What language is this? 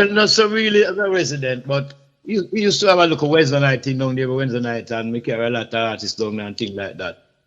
Jamaican Creole English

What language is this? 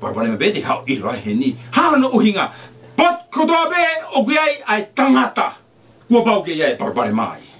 Tongan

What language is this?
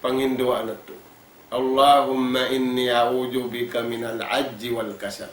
Tausug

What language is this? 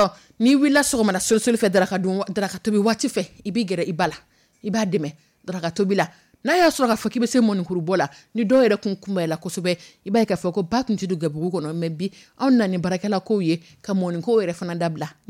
Dyula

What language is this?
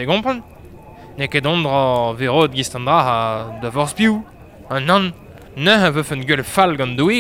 Breton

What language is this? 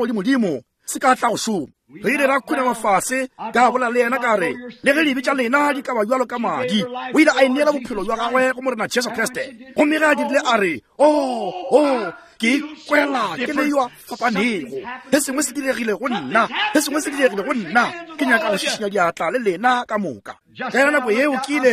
Northern Sotho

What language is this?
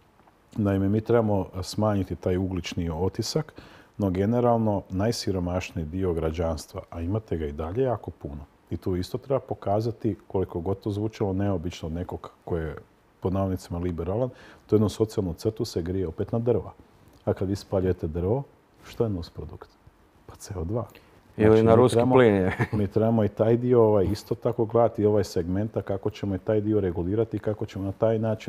Croatian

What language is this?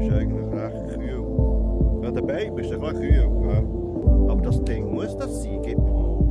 Swiss German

